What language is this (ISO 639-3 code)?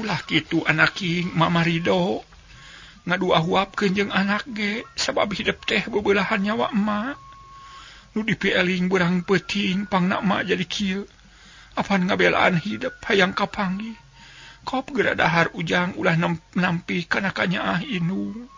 sun